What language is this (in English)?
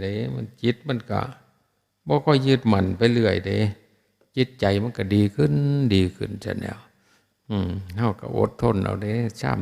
Northeastern Thai